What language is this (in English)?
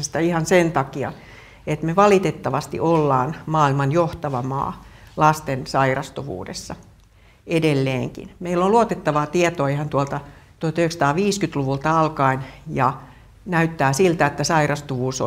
Finnish